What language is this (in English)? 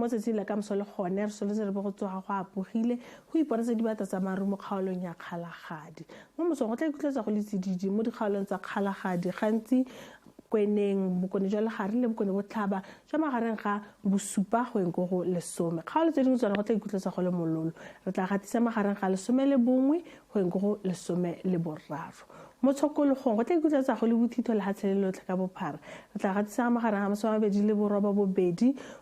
Tswana